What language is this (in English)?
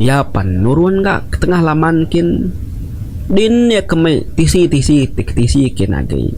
Iban